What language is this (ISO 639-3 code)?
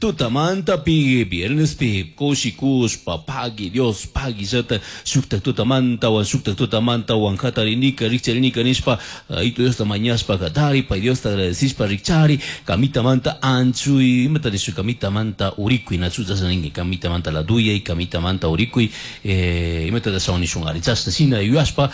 qug